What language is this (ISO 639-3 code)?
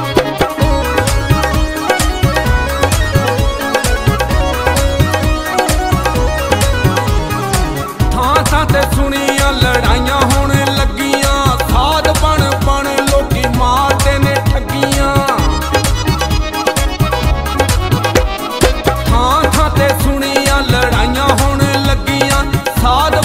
pan